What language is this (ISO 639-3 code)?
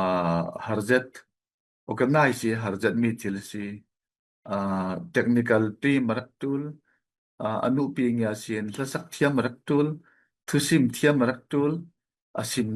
cfm